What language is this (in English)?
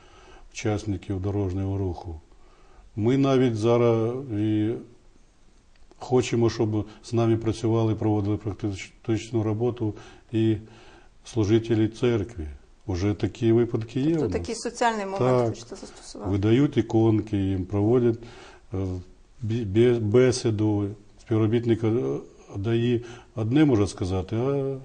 Ukrainian